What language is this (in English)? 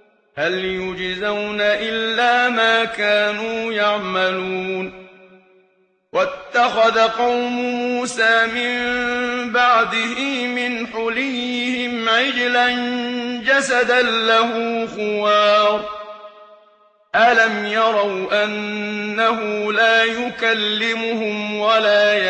Arabic